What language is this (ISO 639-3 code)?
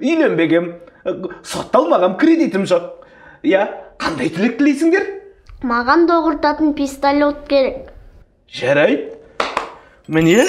kaz